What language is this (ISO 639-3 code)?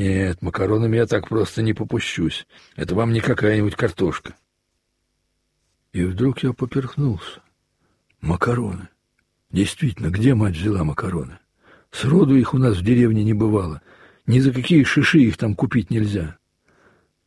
rus